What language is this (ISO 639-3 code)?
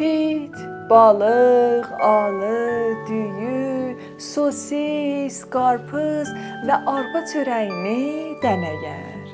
azb